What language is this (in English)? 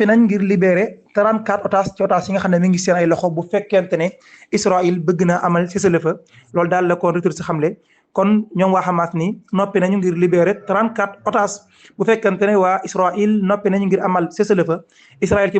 Wolof